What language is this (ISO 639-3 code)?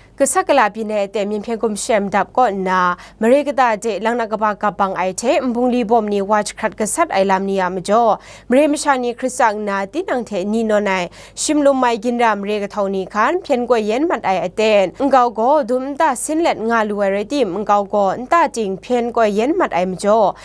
kac